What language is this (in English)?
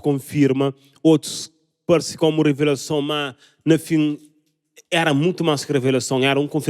Kabuverdianu